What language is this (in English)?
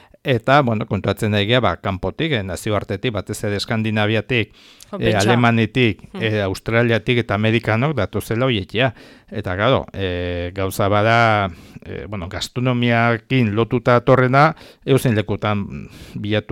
Basque